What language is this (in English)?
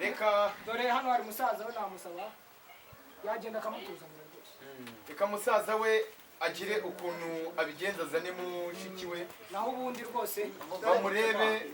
Kinyarwanda